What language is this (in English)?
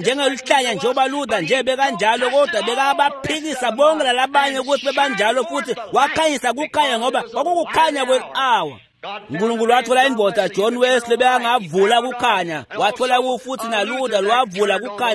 Swati